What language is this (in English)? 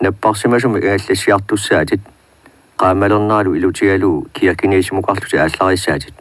Kalaallisut